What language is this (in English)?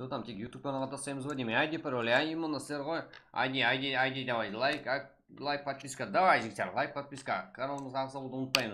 Kara-Kalpak